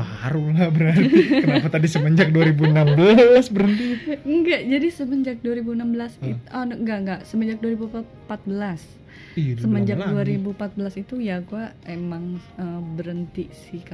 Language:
Indonesian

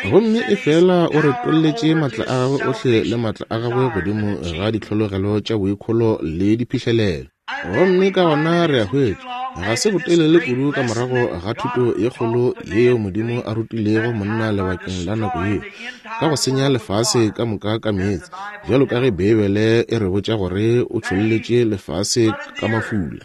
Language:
Northern Sotho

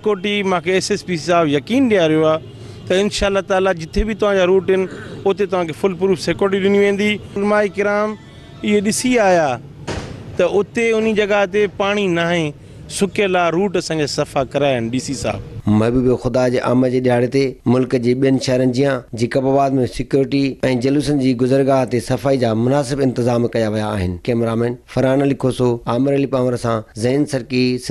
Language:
Sindhi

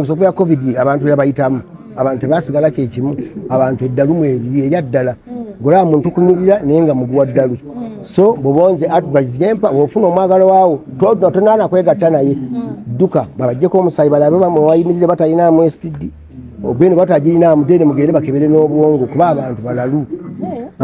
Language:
Ganda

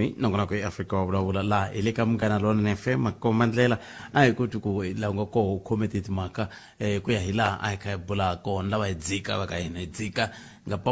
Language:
Tsonga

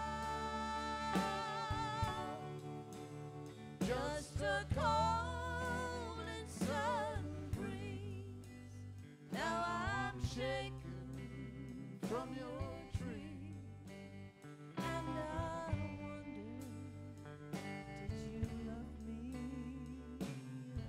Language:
English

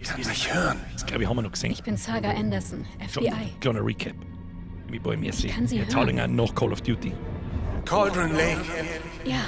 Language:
Bavarian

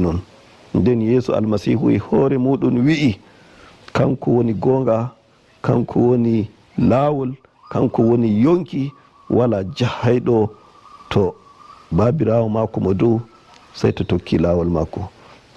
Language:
Nigerian Fulfulde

